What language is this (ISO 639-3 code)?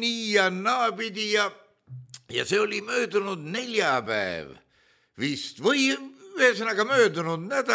est